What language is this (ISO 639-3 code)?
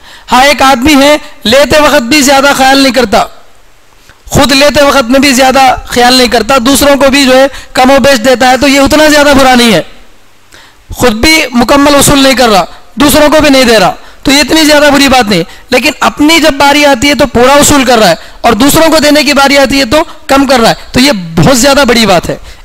urd